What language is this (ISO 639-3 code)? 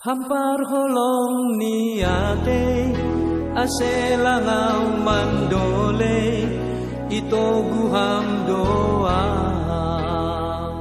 bts